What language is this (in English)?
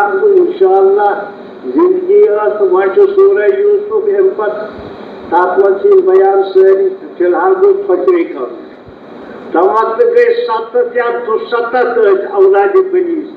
Kashmiri